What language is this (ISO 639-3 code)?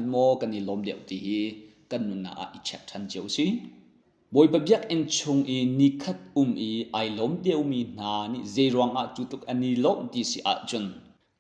cnh